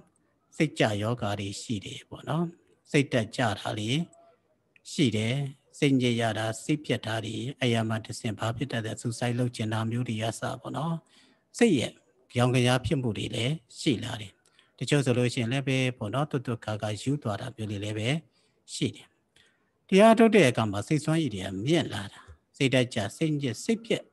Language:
Burmese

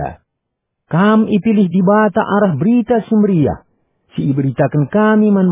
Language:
Batak Karo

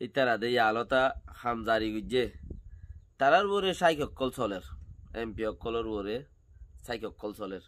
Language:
Rohingya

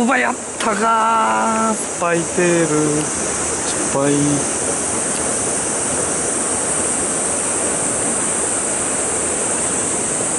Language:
Japanese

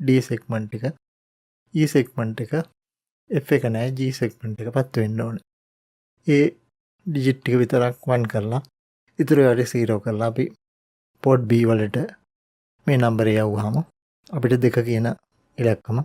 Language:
Sinhala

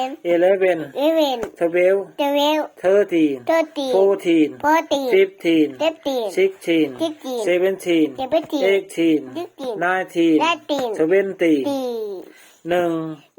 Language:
Kikuyu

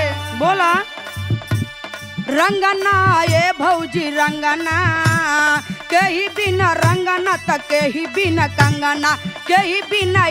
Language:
Bhojpuri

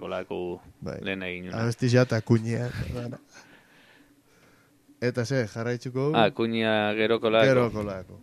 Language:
Basque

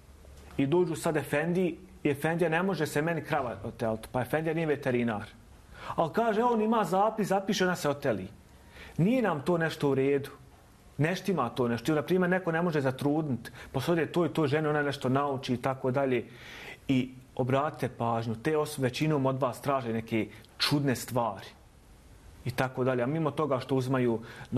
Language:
Bosnian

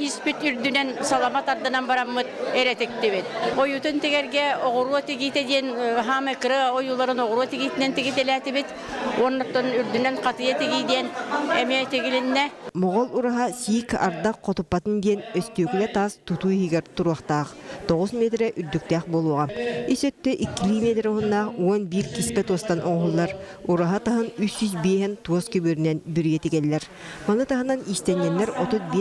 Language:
Yakut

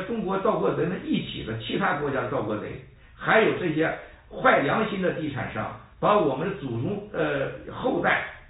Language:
Chinese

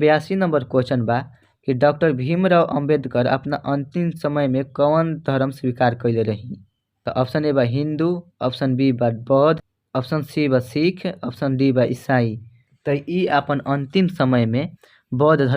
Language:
Bhojpuri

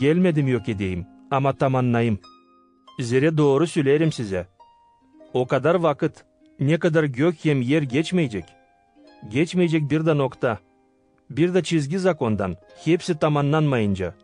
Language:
Gagauz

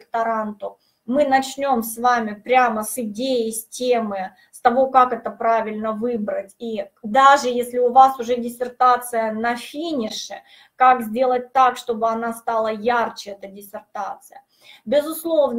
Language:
Russian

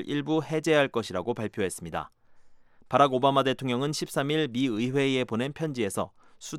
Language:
Korean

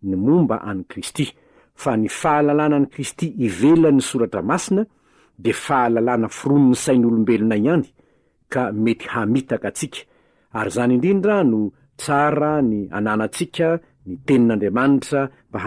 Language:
Malagasy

